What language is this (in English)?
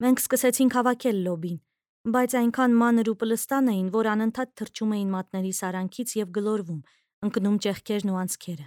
Armenian